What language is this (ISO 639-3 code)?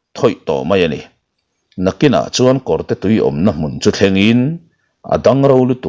lus